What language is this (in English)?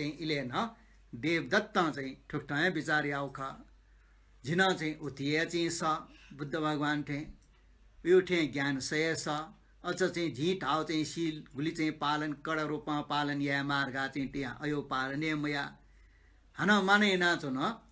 Newari